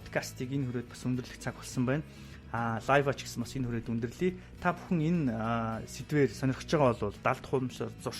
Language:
Mongolian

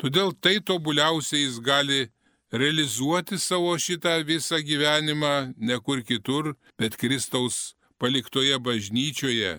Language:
Lithuanian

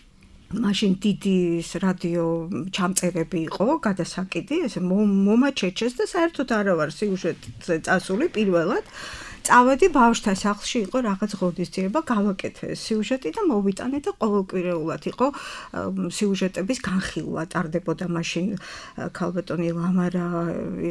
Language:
Georgian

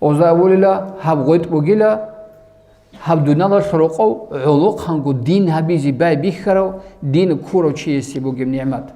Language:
Avaric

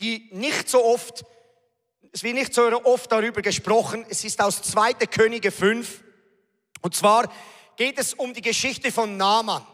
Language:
Swiss German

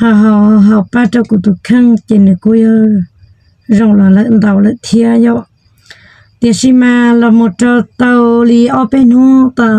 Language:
Hmong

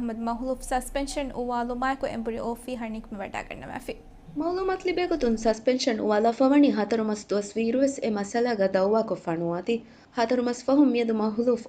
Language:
Divehi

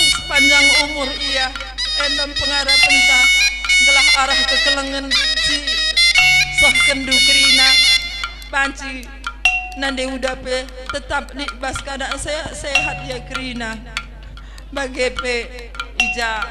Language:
Batak Karo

